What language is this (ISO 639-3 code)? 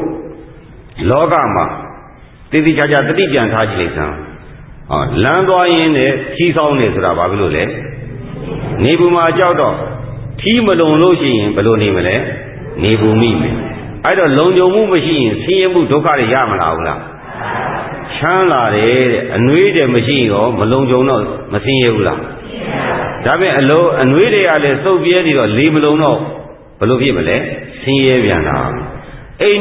mya